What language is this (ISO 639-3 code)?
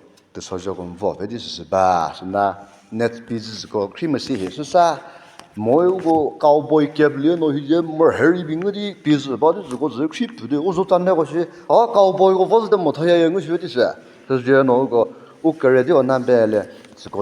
nri